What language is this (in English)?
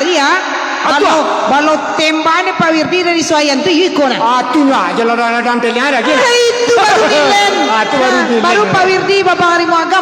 Minangkabau